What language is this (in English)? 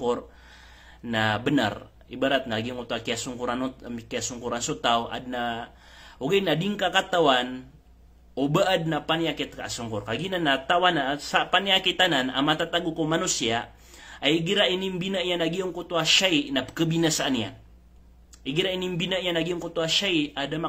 Maranao